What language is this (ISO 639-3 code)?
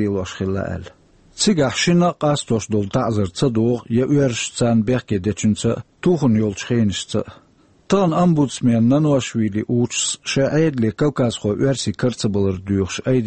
che